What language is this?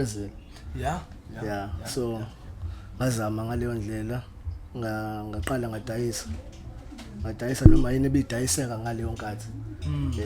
Zulu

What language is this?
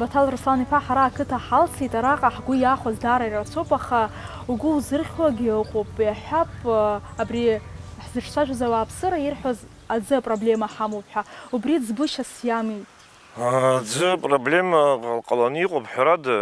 Abkhazian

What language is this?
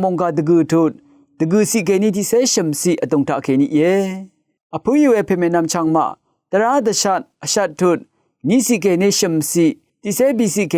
Rawang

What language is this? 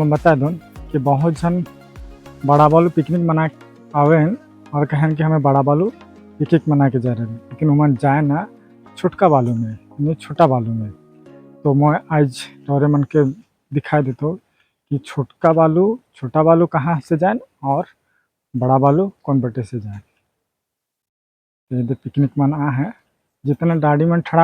Sadri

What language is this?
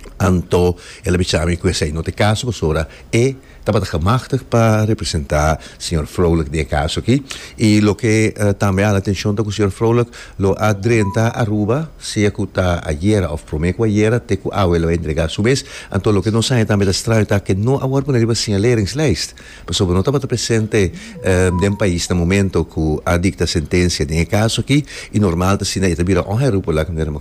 Papiamento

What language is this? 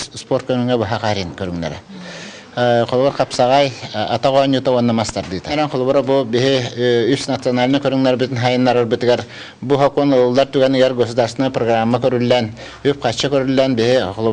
Yakut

